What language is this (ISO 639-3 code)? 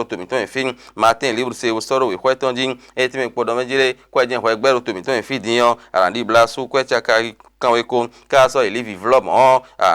fon